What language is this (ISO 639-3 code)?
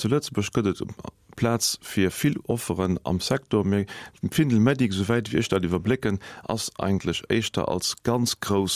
ltz